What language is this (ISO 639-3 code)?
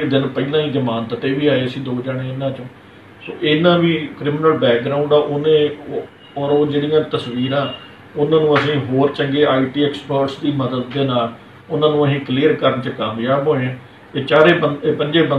pan